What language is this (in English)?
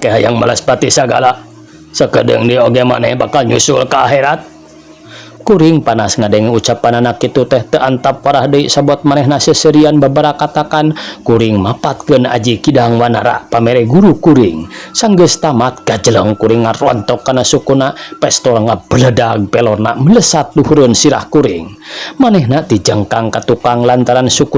Sundanese